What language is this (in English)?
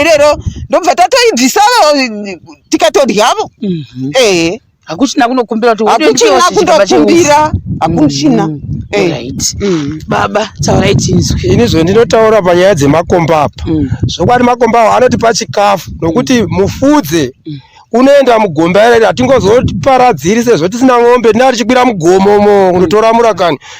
Shona